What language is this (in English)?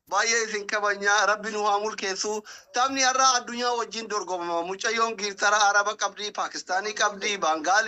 Oromo